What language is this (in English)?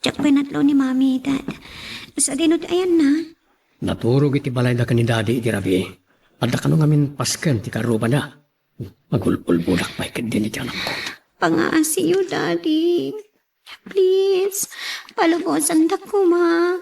Iloko